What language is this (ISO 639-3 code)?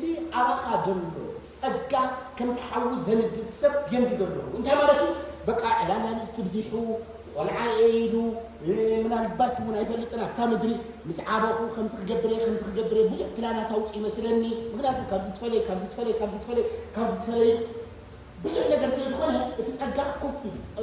tir